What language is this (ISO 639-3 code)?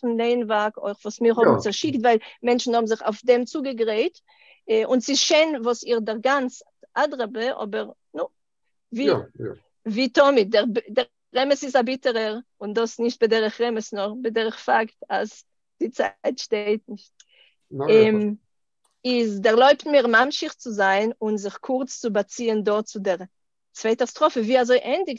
yid